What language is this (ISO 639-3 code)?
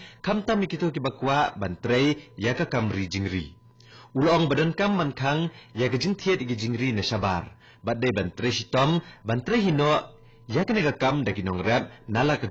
kha